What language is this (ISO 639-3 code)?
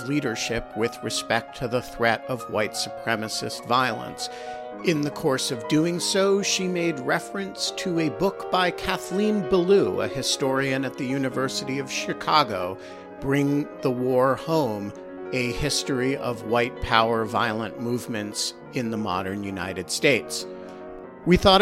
eng